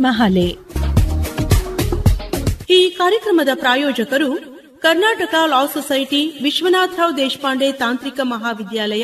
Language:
Kannada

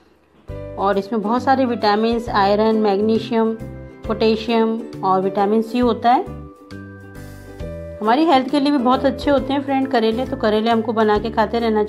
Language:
Hindi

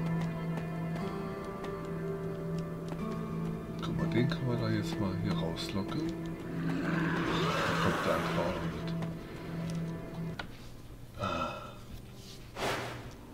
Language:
German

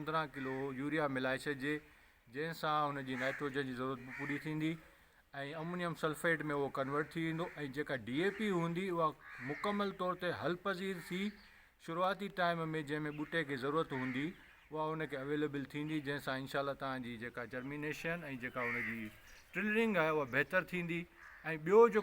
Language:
Sindhi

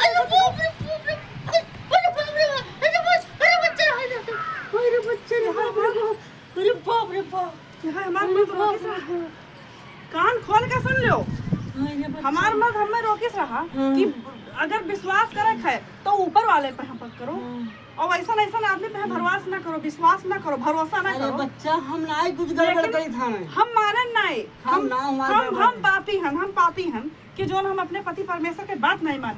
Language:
Awadhi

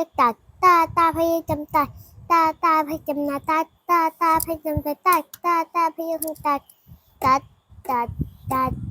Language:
Shan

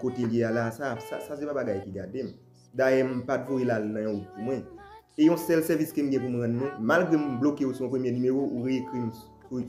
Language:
Haitian Creole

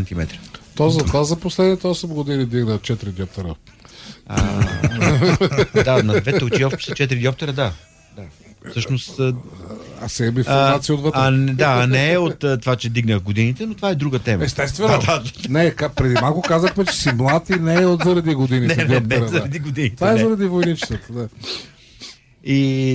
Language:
Bulgarian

